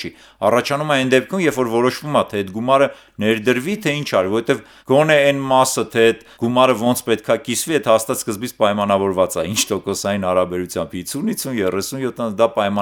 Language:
Armenian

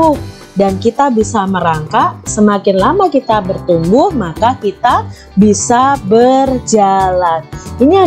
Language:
Indonesian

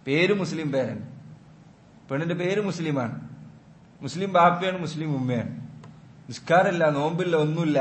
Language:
Malayalam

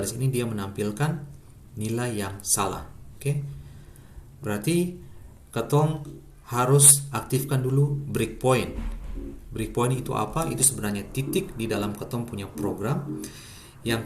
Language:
Ambonese Malay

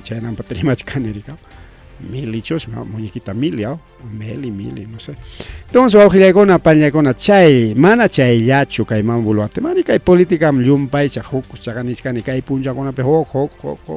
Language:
Ayacucho Quechua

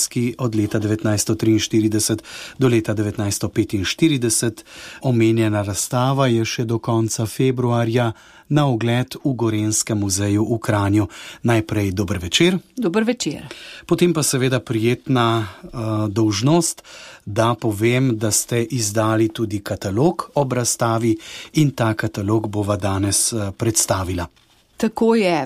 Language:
Slovenian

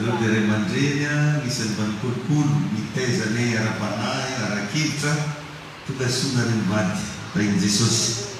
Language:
Malagasy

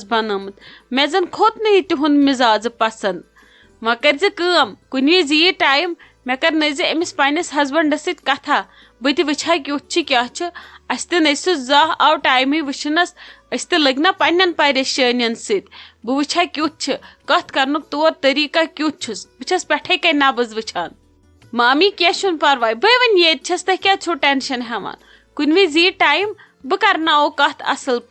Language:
Kashmiri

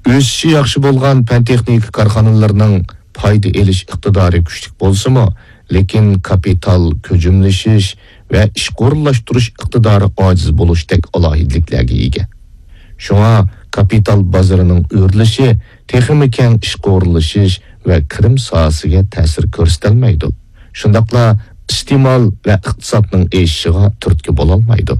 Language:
Uyghur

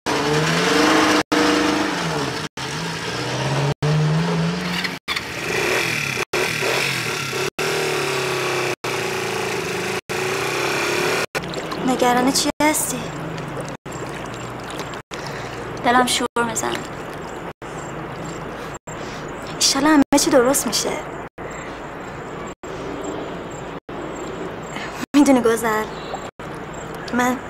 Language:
Persian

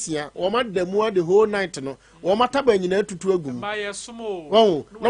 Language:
Akan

